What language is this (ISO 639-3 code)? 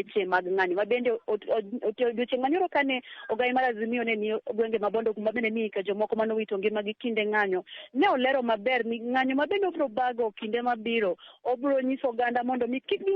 luo